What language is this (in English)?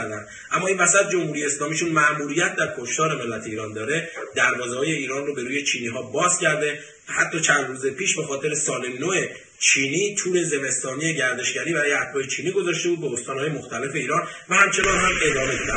Persian